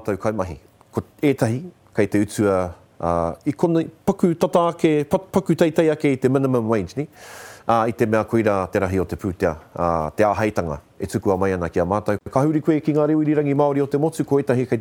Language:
Māori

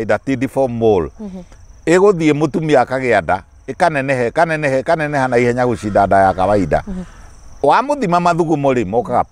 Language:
Kikuyu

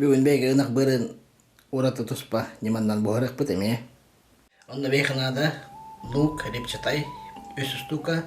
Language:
Yakut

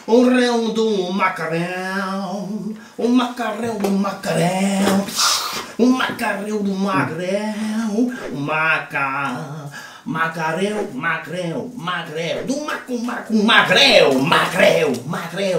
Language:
Occitan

